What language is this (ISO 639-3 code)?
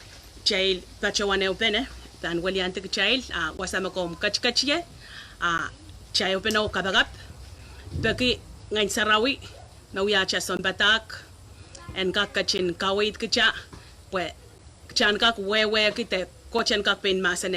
pon